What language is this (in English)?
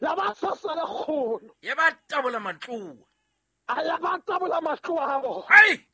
Southern Sotho